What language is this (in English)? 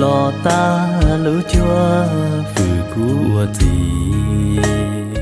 Hmong